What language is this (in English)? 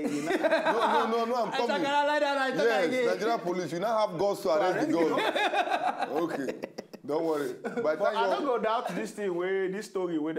Nigerian Pidgin